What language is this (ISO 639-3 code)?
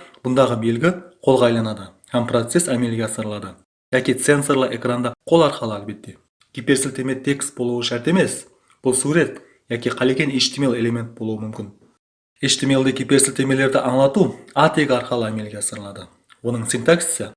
kaa